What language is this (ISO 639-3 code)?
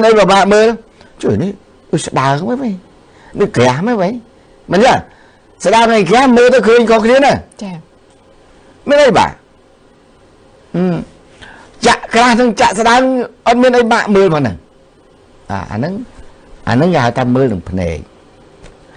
khm